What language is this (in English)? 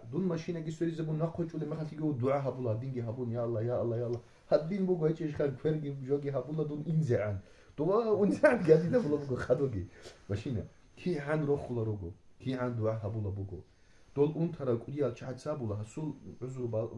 Avaric